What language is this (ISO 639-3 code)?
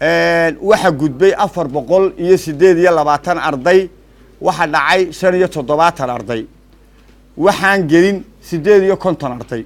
som